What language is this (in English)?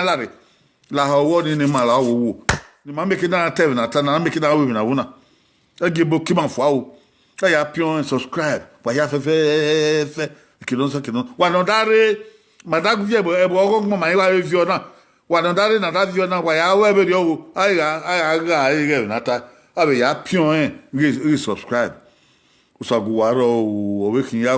Bini